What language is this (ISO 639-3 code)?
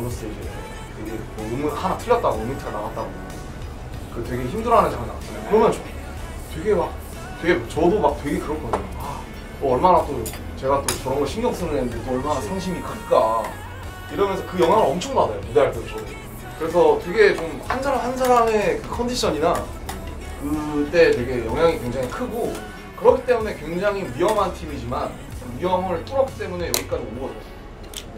kor